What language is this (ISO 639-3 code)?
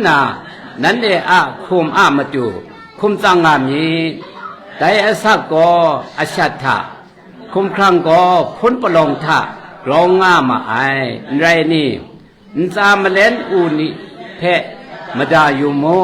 kac